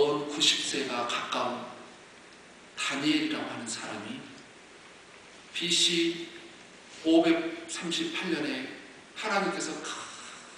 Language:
Korean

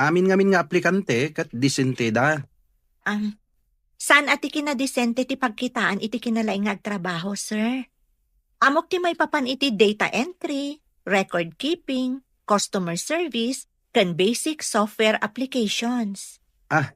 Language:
Iloko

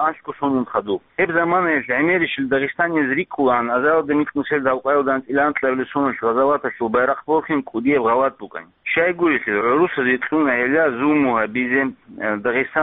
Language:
Avaric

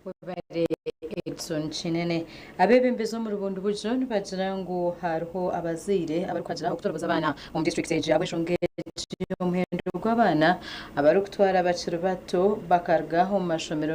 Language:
Nyankole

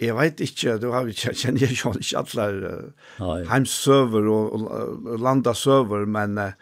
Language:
Faroese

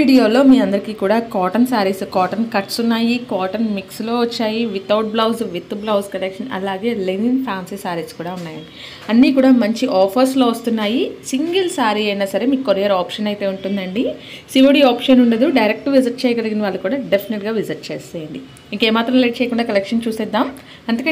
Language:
Telugu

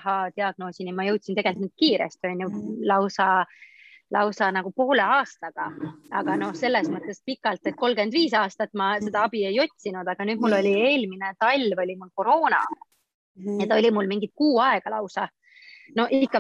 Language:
Estonian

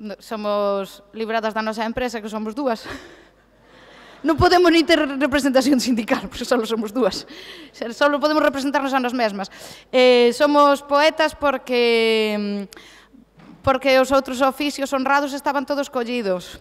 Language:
Galician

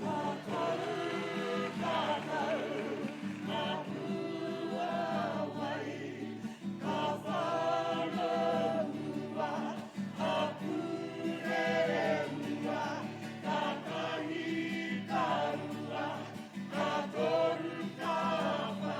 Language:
Māori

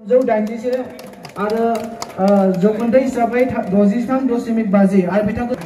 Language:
Bodo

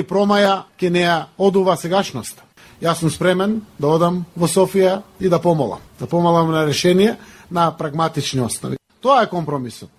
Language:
Macedonian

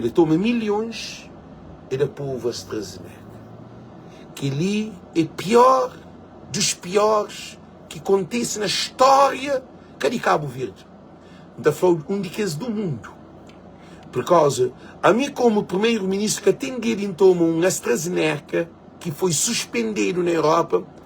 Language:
Kabuverdianu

